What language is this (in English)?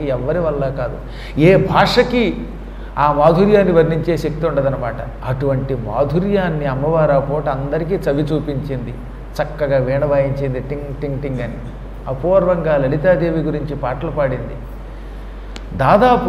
Telugu